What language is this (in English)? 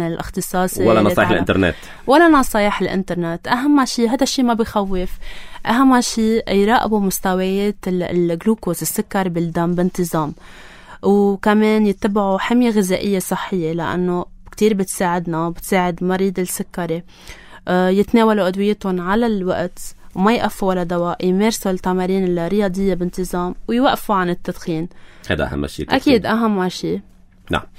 North Levantine Arabic